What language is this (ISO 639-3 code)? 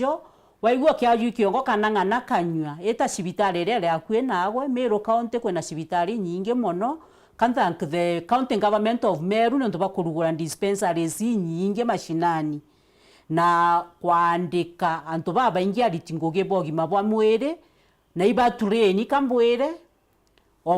mer